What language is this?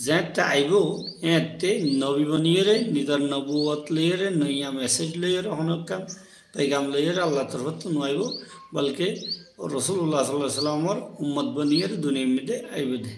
Rohingya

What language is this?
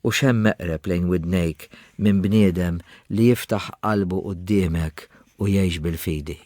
Maltese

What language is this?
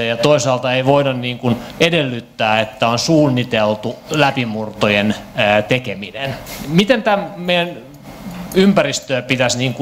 Finnish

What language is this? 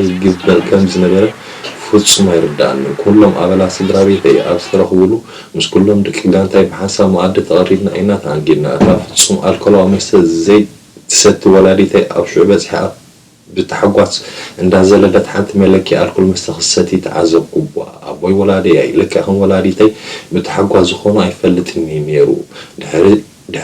Tigrinya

